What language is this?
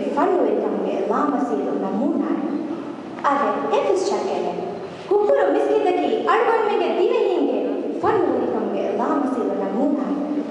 Divehi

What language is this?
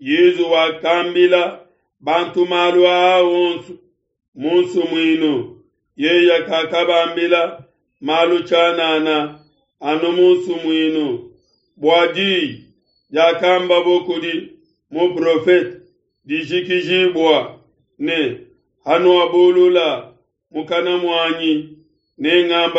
Luba-Lulua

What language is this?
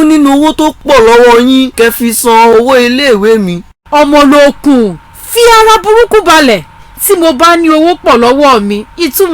Yoruba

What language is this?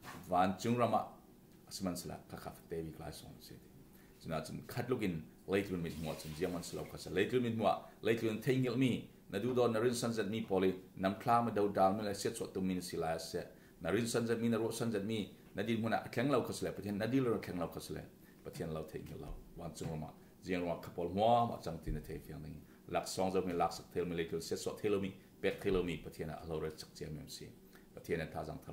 Falam Chin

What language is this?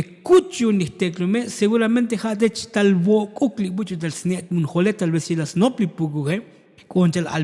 Tzotzil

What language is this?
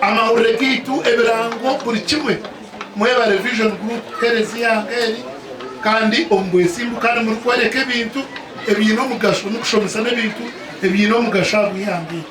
Nyankole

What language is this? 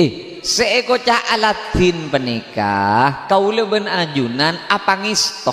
Madurese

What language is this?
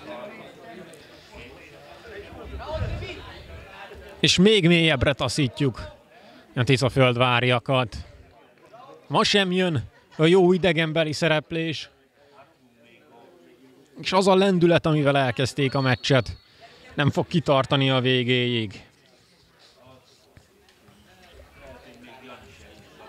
Hungarian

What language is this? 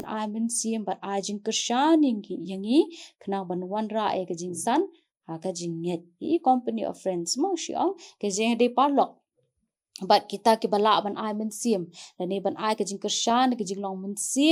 Khasi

